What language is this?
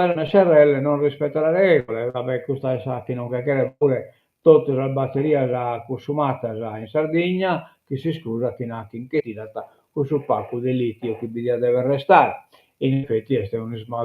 Sardinian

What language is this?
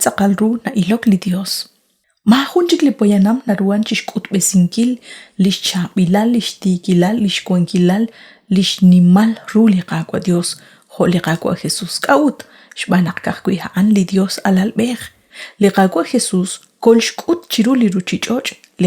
Kekchí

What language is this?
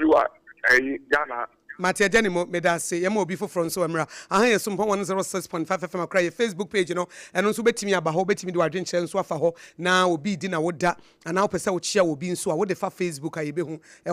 Akan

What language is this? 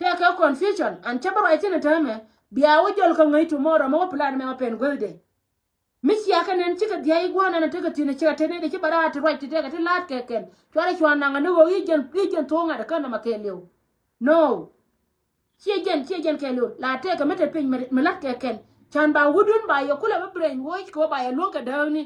Nuer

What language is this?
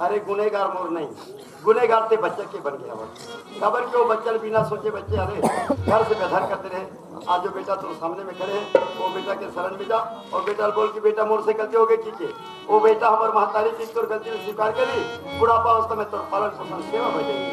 Chhattisgarhi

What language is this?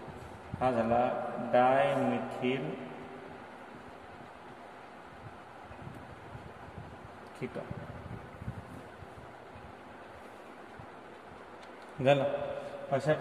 Marathi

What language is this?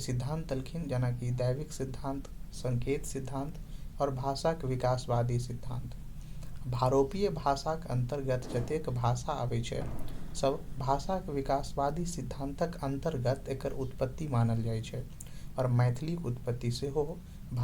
Maithili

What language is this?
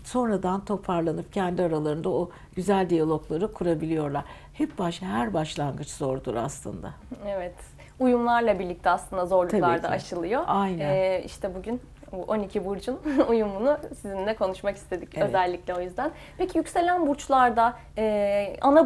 Turkish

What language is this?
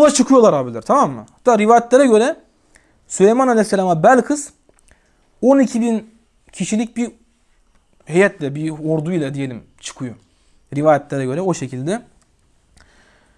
Turkish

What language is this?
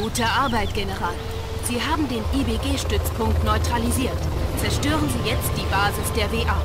Bavarian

